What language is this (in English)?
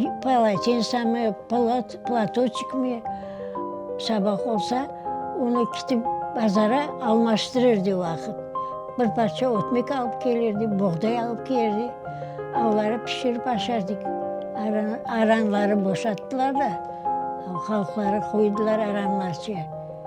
Crimean Tatar